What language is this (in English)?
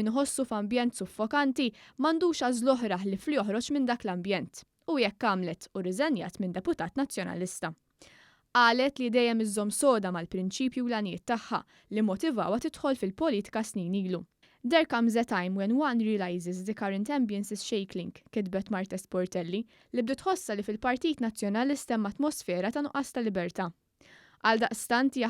Maltese